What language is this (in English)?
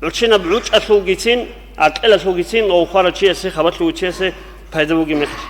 Avaric